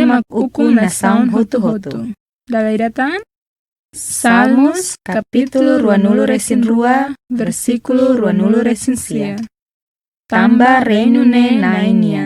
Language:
Tetum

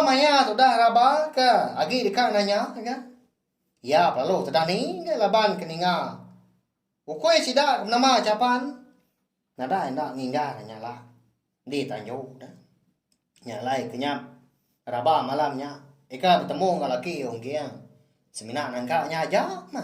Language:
Iban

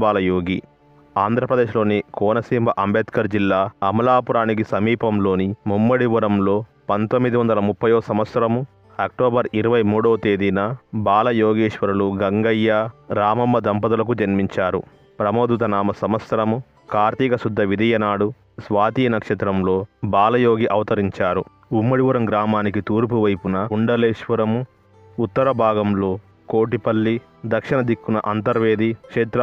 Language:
Telugu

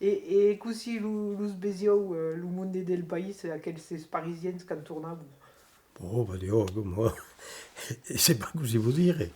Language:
Occitan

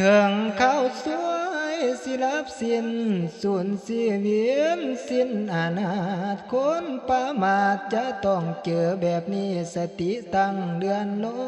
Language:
Northeastern Thai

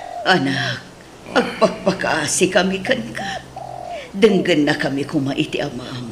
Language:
Iloko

